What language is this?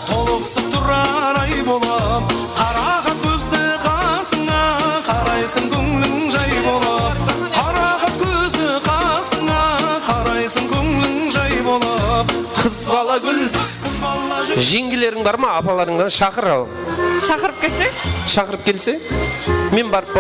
Kara-Kalpak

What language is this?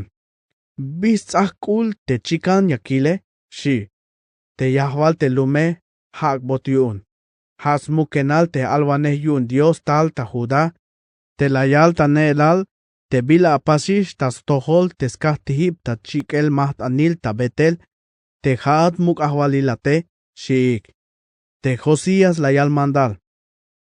Tzeltal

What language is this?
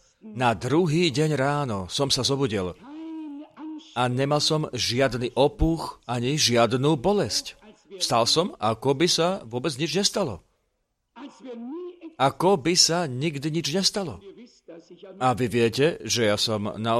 Slovak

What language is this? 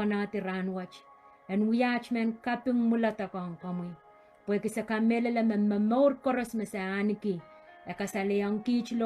Pohnpeian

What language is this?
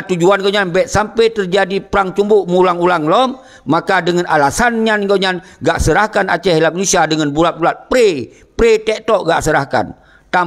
Achinese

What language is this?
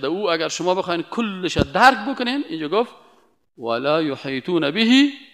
Persian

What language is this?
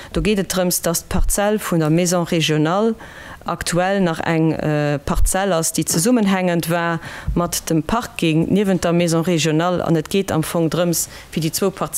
Luxembourgish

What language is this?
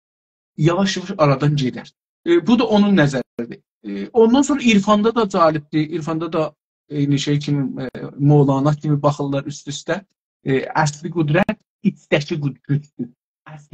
South Azerbaijani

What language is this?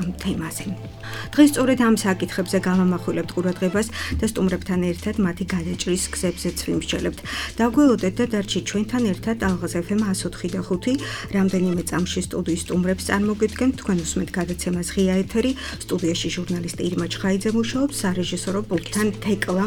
Georgian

